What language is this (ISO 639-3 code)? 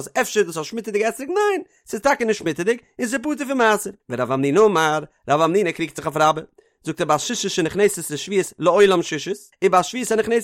yid